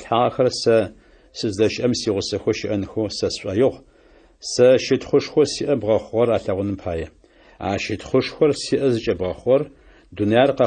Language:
Adyghe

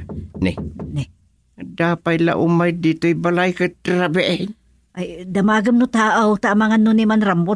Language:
Iloko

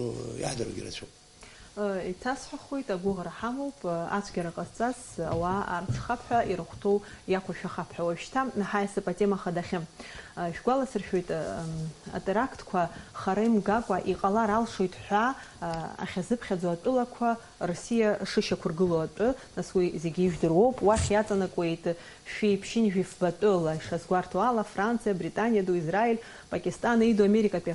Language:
Abkhazian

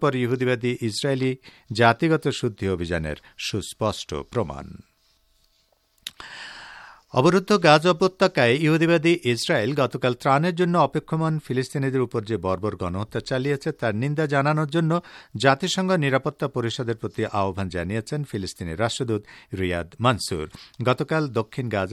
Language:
Bangla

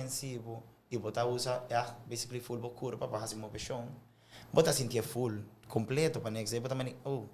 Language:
Papiamento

